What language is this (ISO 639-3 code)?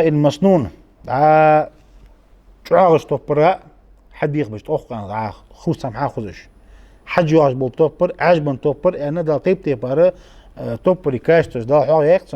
inh